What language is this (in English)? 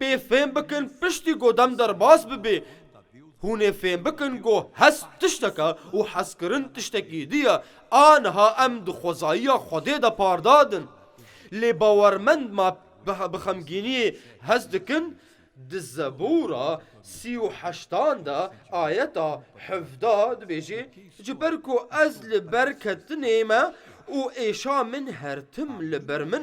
Kurdish